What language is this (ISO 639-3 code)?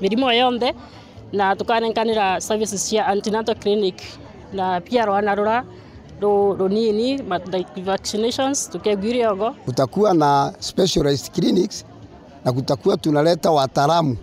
mer